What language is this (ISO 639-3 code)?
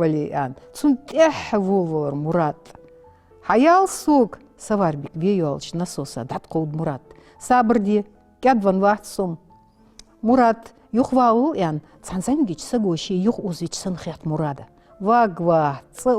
inh